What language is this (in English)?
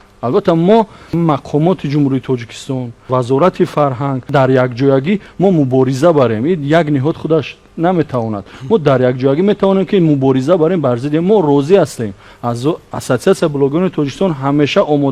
Tajik